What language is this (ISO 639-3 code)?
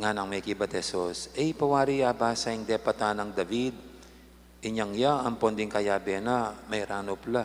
pam